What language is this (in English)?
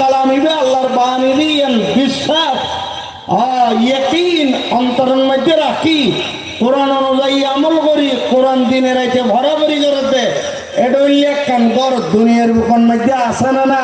Rohingya